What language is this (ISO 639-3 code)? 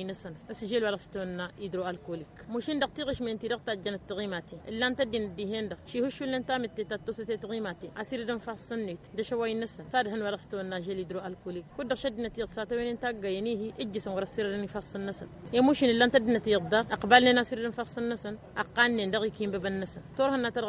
taq